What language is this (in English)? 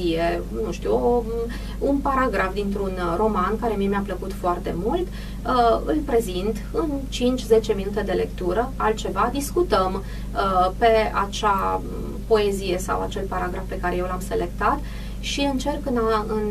Romanian